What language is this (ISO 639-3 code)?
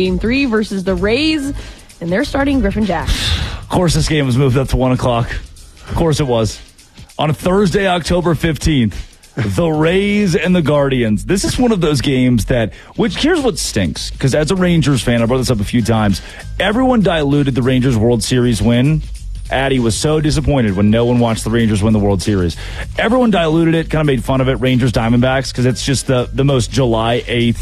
eng